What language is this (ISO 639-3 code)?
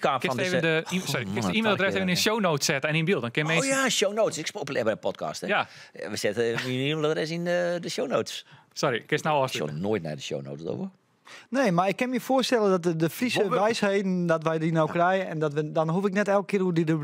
fry